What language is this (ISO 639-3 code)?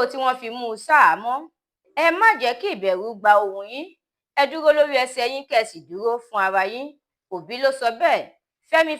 yor